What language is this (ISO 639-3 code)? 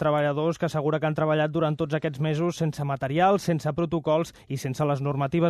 cat